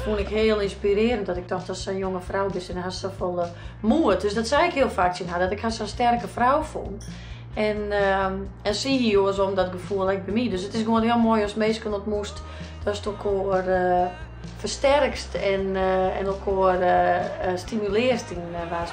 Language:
Western Frisian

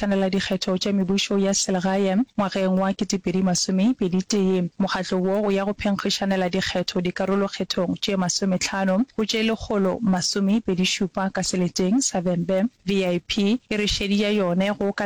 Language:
Northern Sotho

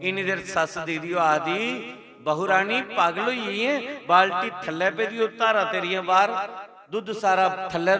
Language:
Dogri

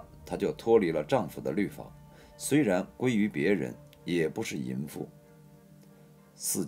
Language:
Chinese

